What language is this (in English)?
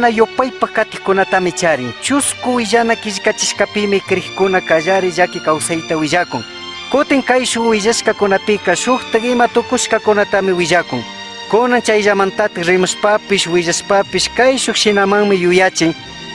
Chimborazo Highland Quichua